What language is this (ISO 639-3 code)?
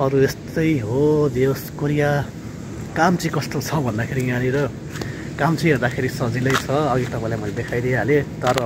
nep